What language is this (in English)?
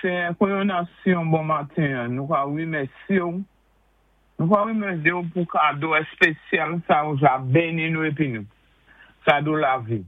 Saint Lucian Creole French